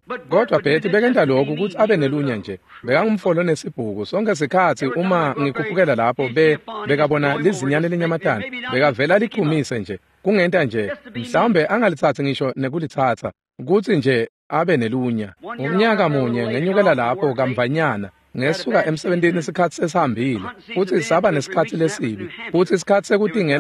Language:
Swati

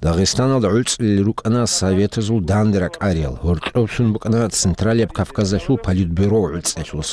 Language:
Avaric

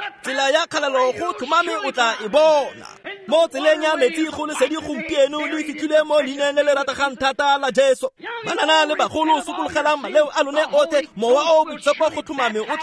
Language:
Tswana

